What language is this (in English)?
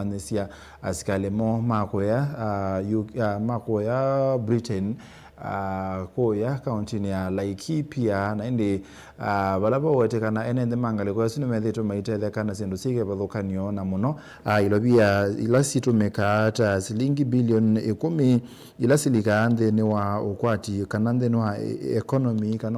Kamba